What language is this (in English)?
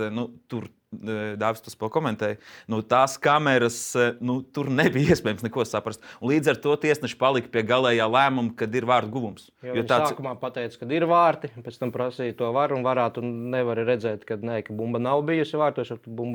Latvian